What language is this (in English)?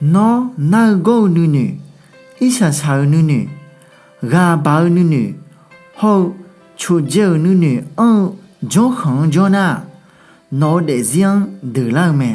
Akha